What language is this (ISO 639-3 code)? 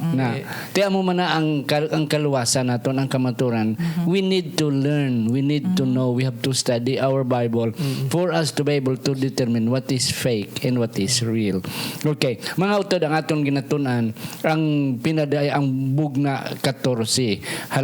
hil